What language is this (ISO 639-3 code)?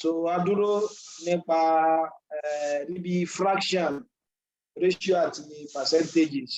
yor